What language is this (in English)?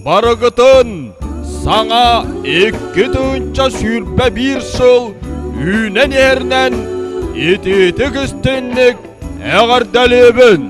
Yakut